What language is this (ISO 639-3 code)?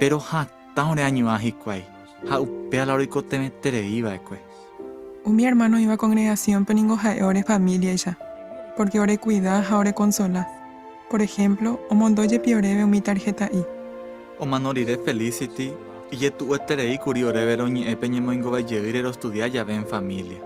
grn